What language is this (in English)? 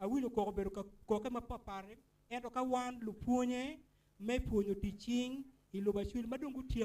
Acoli